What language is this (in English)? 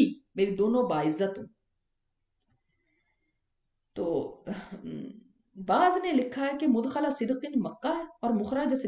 Urdu